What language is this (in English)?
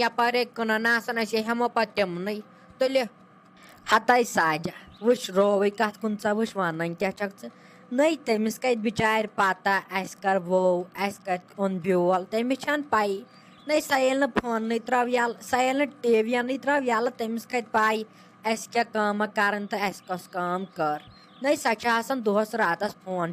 Kashmiri